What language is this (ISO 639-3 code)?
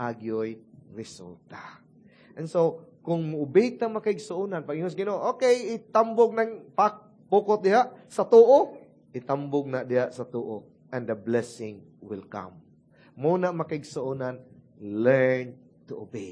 ceb